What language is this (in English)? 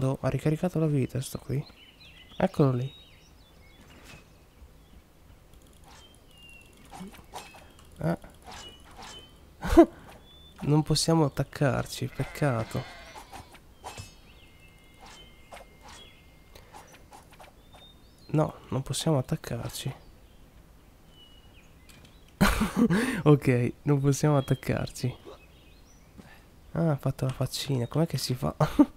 Italian